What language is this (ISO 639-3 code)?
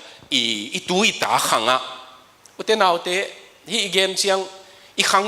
ctd